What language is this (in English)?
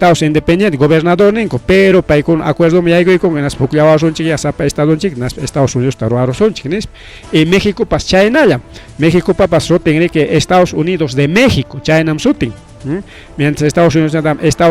Ayacucho Quechua